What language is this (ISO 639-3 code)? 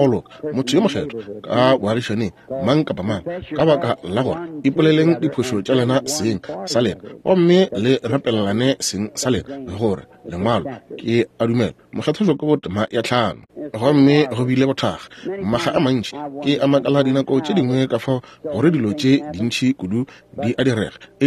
nso